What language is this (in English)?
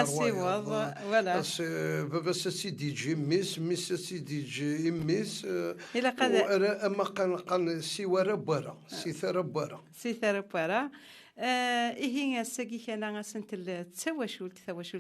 Kabyle